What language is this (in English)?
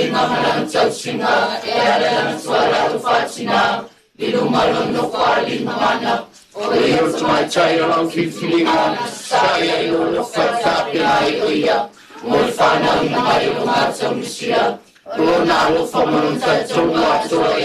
Samoan